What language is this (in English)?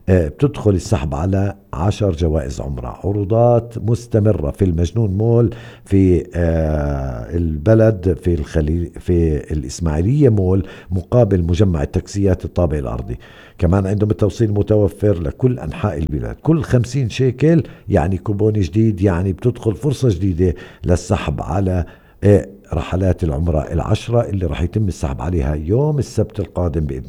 North Levantine Arabic